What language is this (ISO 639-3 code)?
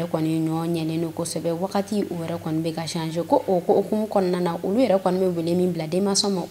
bam